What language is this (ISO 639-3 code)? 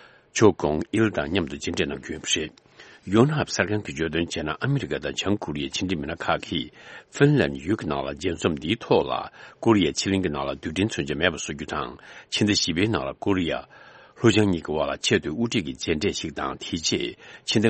bod